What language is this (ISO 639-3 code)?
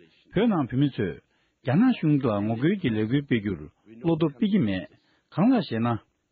bod